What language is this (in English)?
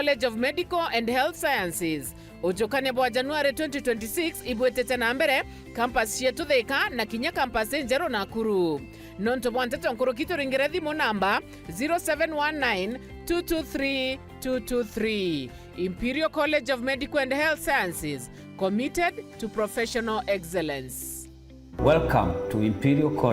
Meru